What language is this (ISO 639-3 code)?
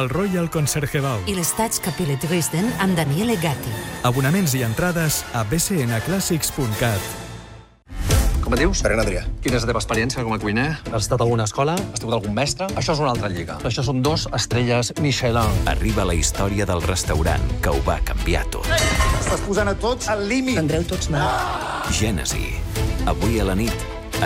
cat